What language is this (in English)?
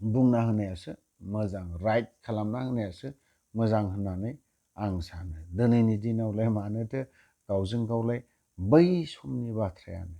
Bodo